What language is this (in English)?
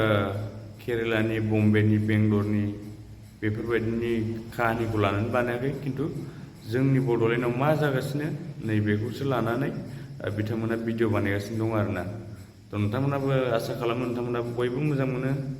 Bodo